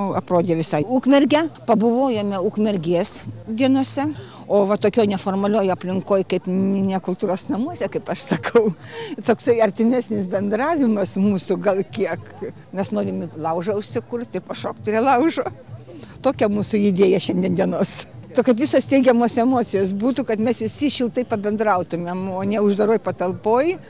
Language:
Lithuanian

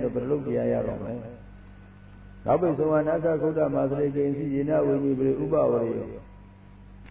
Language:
Burmese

